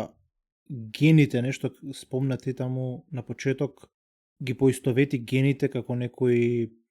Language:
Macedonian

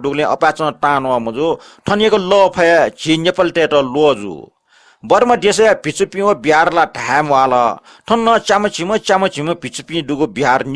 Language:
Newari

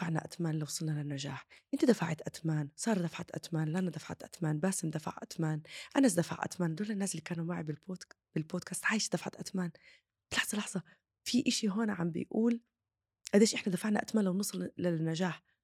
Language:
North Levantine Arabic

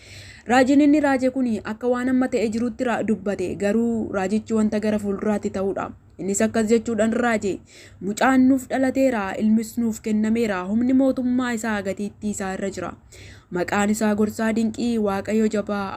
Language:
Oromo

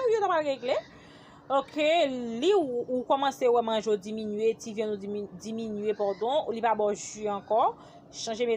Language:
Haitian Creole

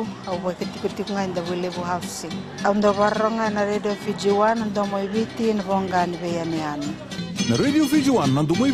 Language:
Fijian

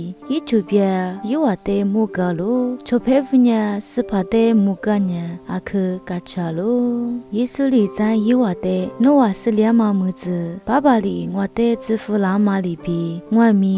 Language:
Lisu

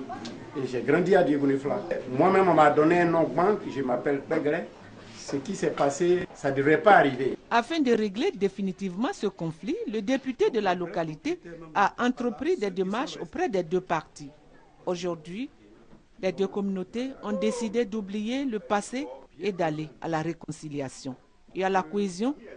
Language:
French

